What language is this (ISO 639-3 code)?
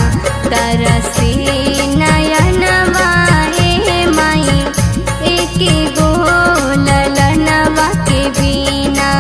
bho